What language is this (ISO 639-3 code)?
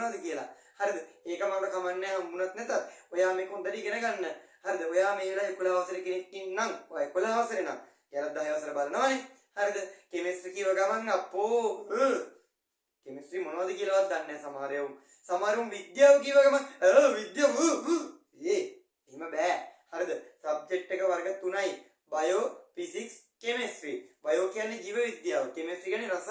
sin